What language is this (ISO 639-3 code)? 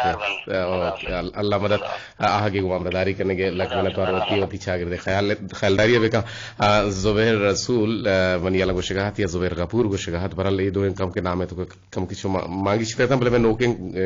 bgp